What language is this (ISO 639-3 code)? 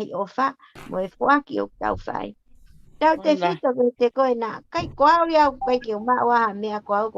ton